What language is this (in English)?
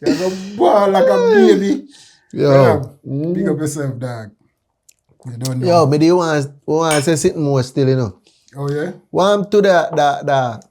Jamaican Creole English